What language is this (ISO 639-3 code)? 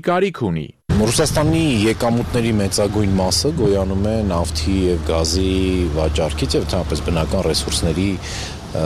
hye